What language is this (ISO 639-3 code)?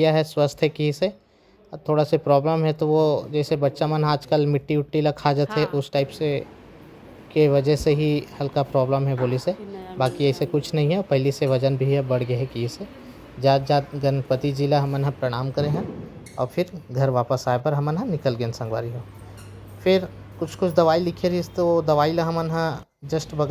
hne